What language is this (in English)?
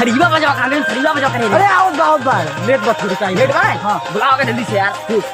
Awadhi